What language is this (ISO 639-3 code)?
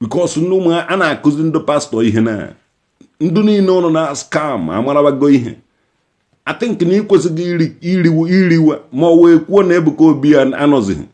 ibo